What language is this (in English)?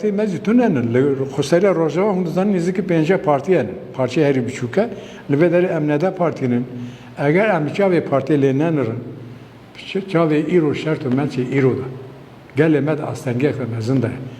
Kurdish